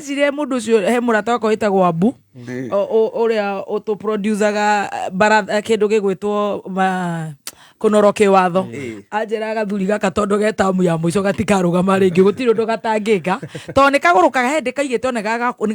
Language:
Kikuyu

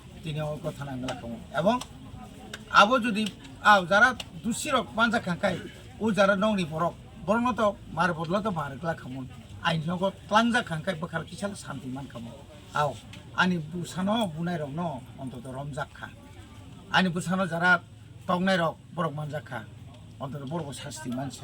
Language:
Kok Borok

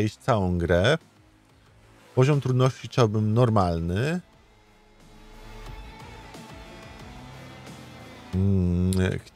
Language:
Polish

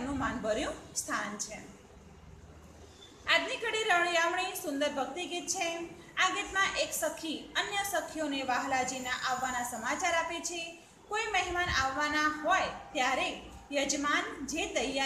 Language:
Gujarati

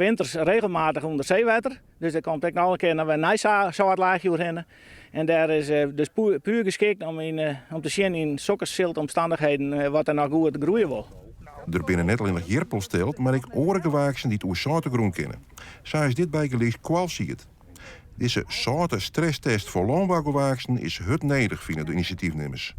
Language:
Western Frisian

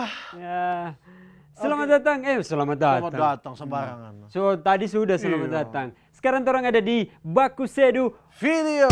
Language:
Manado Malay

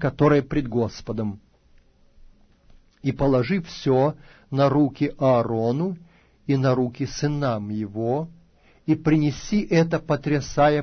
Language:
Russian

